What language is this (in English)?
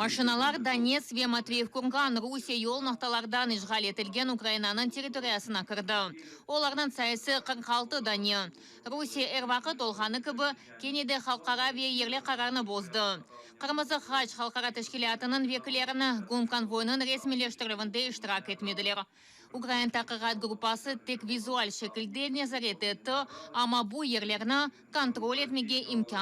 Crimean Tatar